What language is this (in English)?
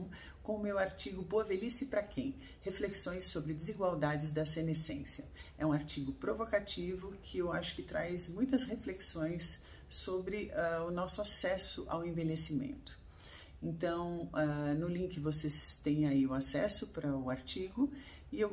Portuguese